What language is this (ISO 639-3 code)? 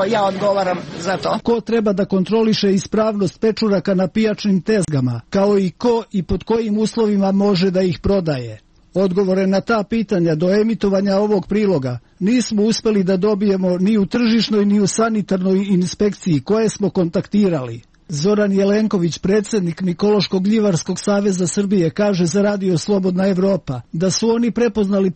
srp